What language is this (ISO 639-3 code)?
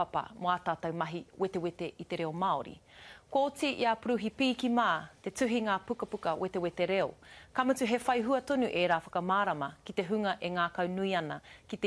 mri